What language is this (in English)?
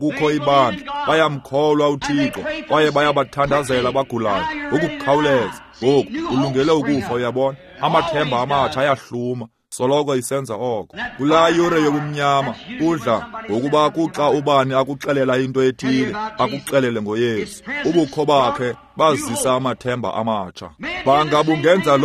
Xhosa